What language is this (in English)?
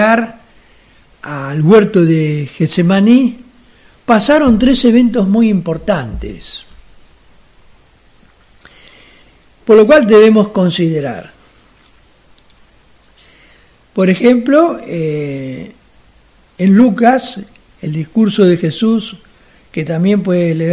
Spanish